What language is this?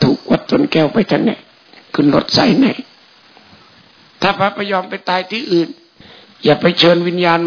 Thai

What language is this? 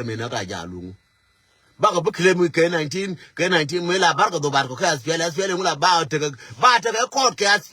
Nuer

